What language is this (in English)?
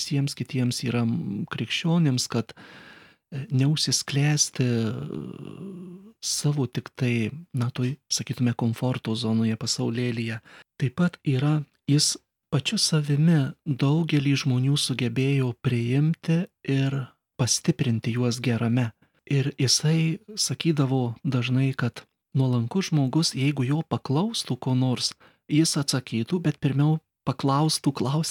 Lithuanian